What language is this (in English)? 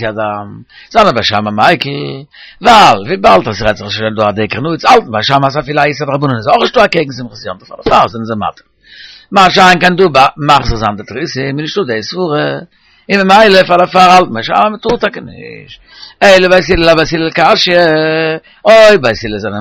Yiddish